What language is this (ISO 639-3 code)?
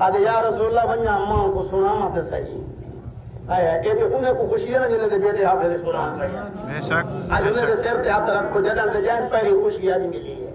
skr